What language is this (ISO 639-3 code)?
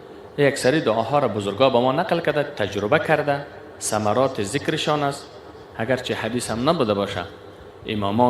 fas